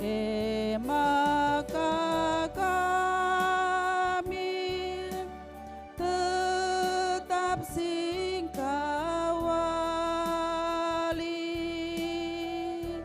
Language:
Batak Karo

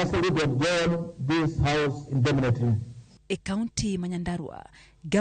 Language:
Luo (Kenya and Tanzania)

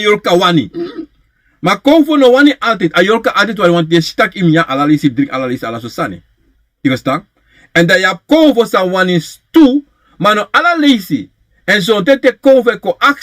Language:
Sranan Tongo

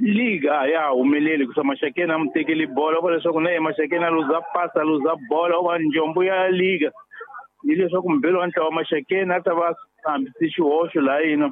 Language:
Tsonga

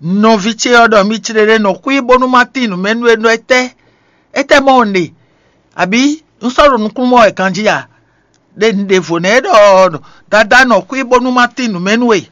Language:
Fon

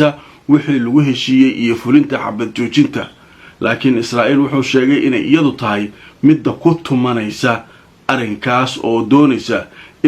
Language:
Somali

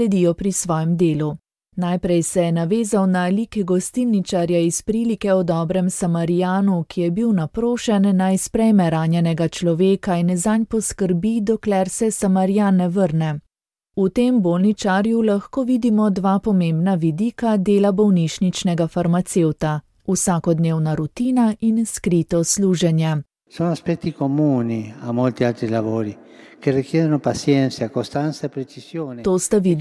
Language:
Slovenian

